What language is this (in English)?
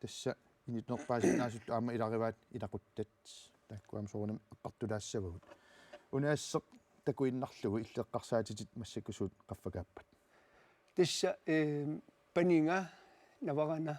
Kalaallisut